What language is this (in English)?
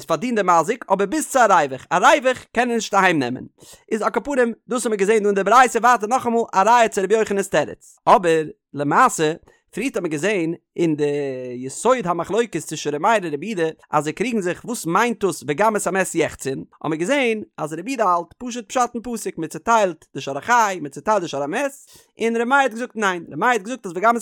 Yiddish